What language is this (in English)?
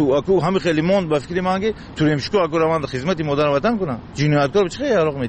Tajik